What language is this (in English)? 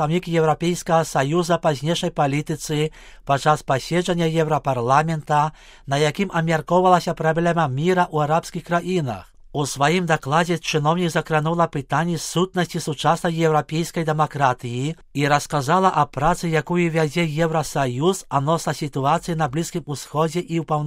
Belarusian